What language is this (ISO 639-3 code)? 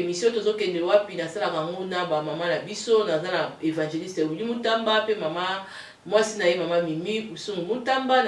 lin